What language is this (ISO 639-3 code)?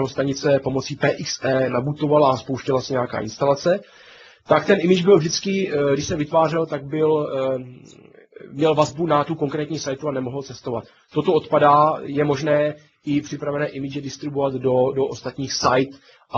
ces